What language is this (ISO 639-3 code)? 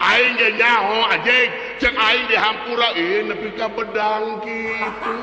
sun